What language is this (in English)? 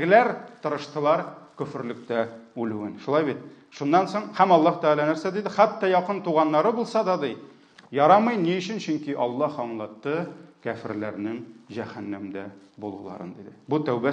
Tatar